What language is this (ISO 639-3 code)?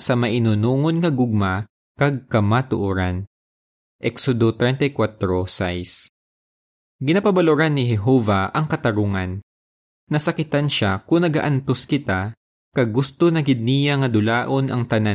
hil